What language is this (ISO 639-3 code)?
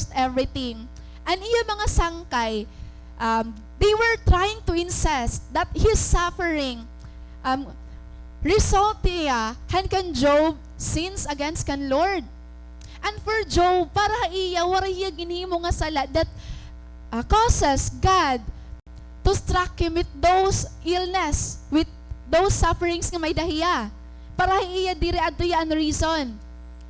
war